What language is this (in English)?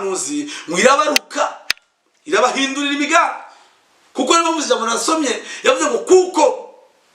Kinyarwanda